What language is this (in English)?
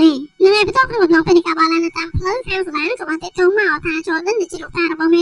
Khmer